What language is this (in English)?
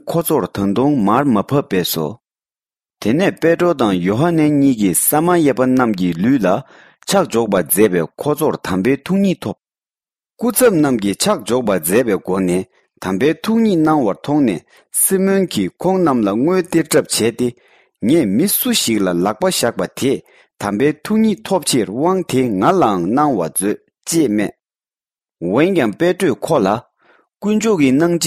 Tibetan